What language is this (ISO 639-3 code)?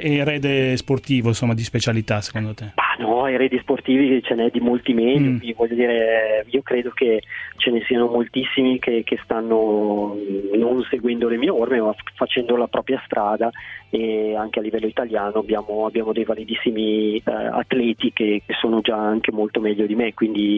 ita